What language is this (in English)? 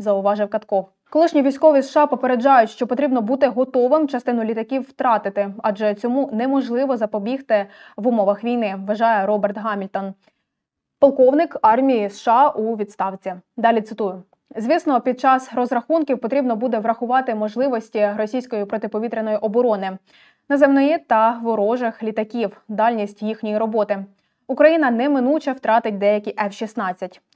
Ukrainian